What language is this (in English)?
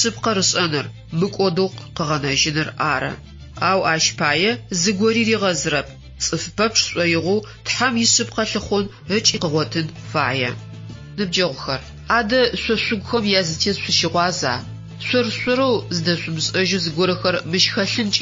Adyghe